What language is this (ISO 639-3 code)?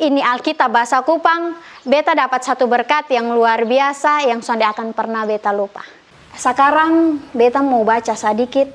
mkn